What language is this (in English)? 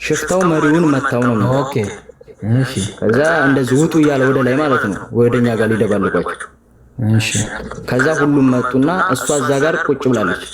Amharic